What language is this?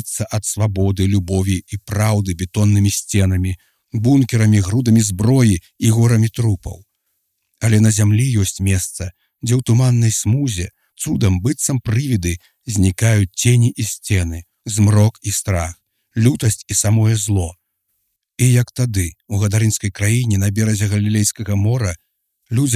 Belarusian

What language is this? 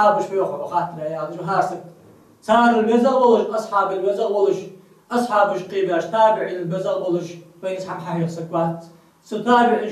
Ingush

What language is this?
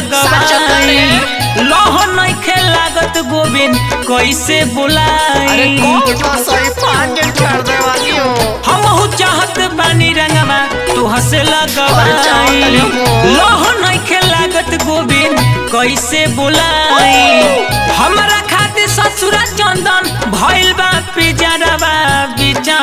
Bhojpuri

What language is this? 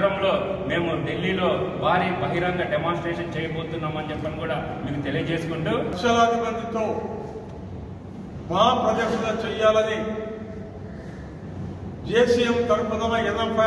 Telugu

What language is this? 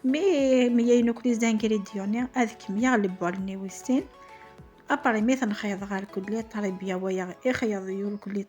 Kabyle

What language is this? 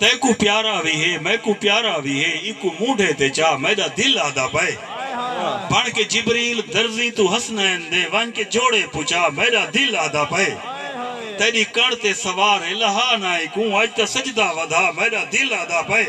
Saraiki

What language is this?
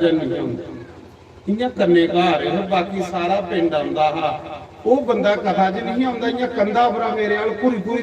Dogri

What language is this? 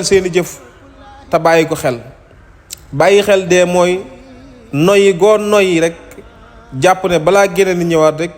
Wolof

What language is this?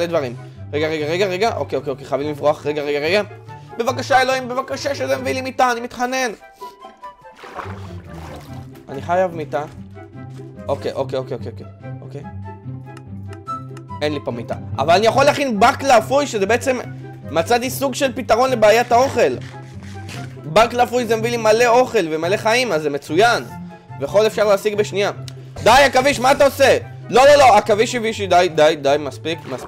Hebrew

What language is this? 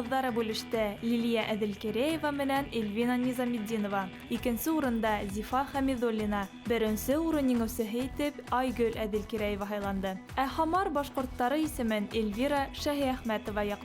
Bashkir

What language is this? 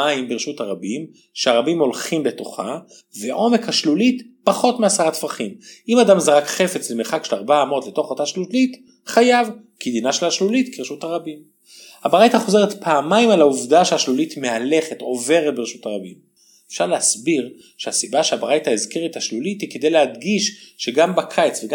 Hebrew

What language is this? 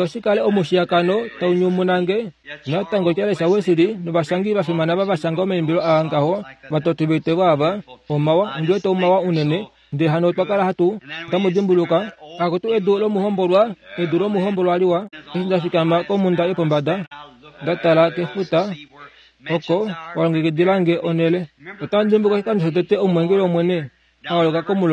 Kuanyama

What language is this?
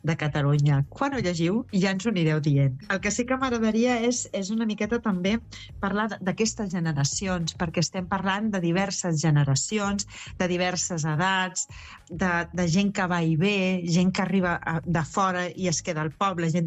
Catalan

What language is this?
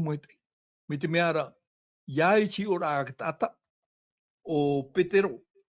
Tahitian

